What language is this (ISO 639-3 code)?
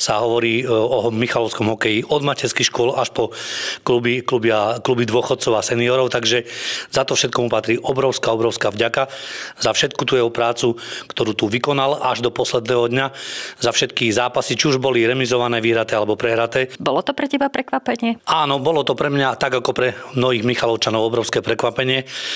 slk